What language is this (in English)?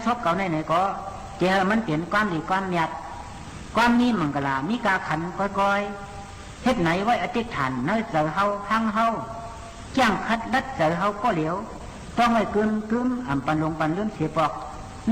Shan